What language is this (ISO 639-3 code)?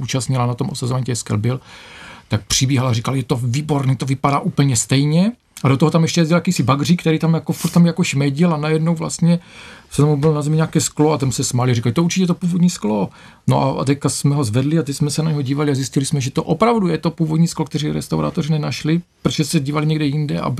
ces